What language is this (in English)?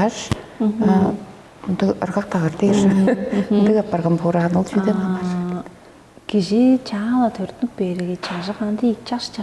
Tuvinian